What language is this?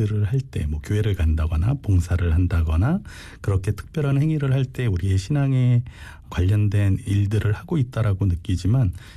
Korean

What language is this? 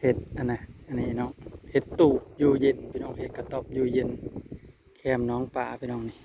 Northeastern Thai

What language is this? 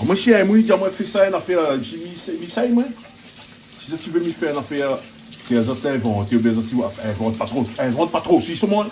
Réunion Creole French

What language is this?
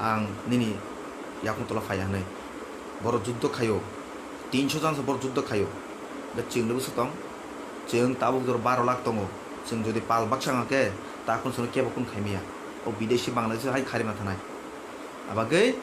Kok Borok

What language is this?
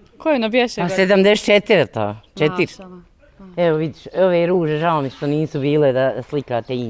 Bosnian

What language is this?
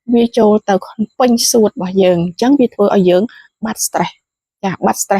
Khmer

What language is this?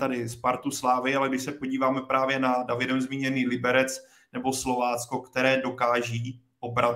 Czech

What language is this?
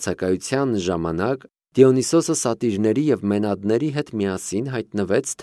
Armenian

